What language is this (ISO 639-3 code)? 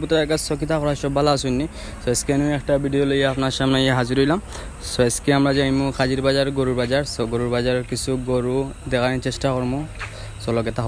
syl